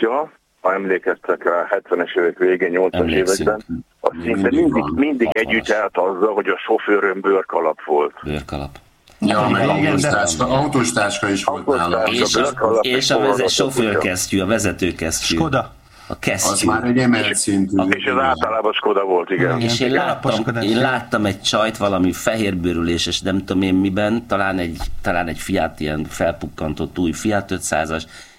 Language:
Hungarian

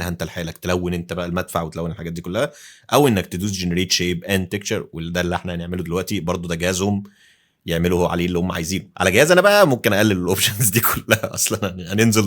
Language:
Egyptian Arabic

